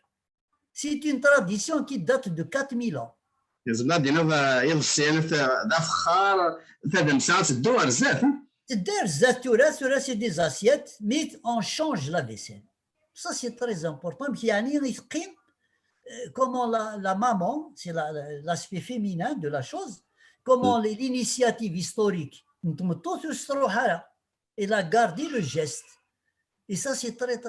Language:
Kabyle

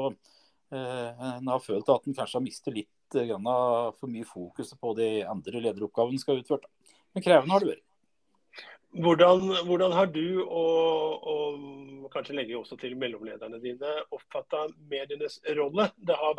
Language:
Norwegian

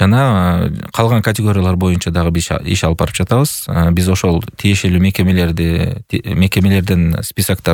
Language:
Kyrgyz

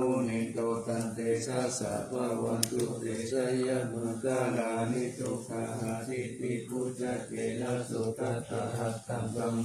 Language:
Pali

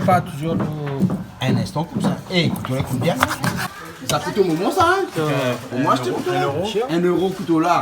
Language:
Réunion Creole French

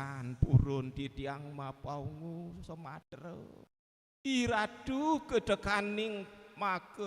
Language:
Balinese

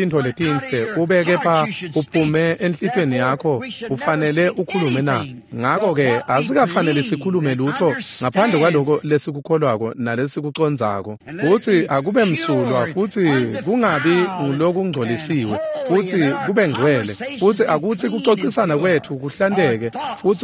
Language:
Swati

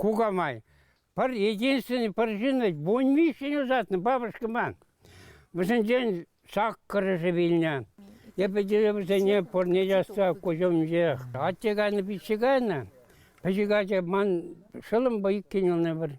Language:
Chuvash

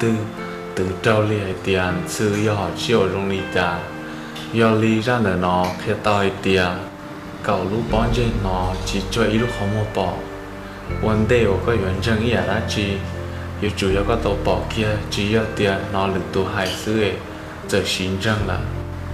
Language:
Hmong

